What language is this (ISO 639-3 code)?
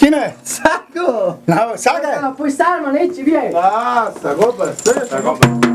fas